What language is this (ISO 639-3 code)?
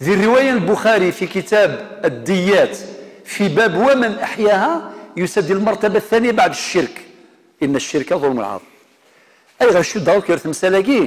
kab